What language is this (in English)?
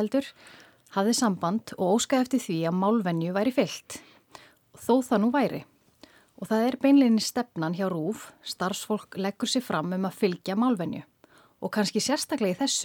Icelandic